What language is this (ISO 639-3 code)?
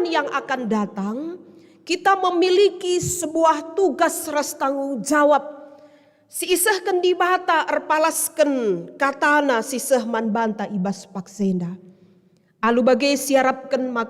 btx